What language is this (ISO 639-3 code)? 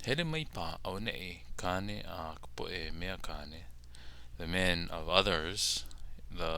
haw